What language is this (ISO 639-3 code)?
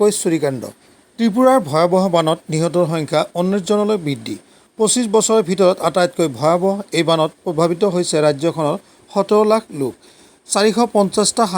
asm